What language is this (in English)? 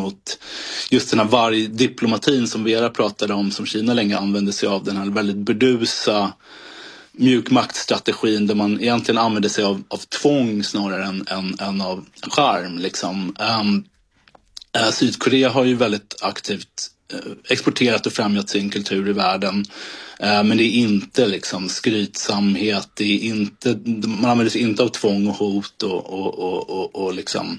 Swedish